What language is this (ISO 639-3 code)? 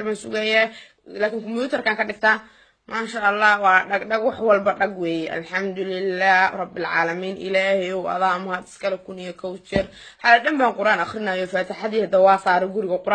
som